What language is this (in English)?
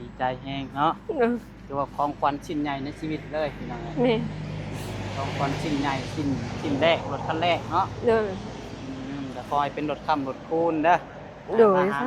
Northeastern Thai